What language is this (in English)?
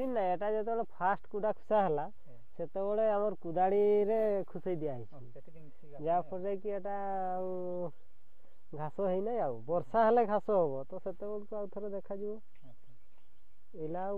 Odia